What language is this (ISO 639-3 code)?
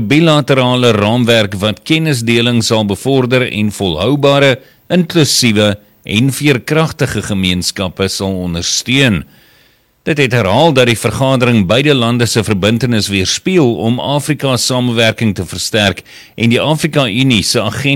afr